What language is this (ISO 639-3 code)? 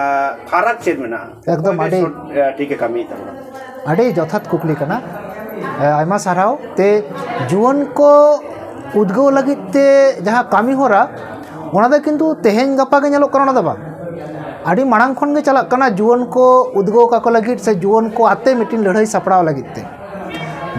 sat